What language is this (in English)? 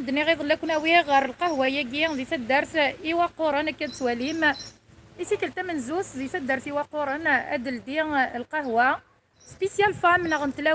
Kabyle